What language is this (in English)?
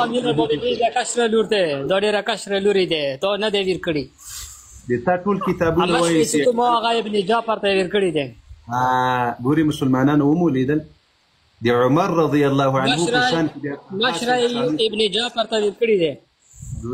Pashto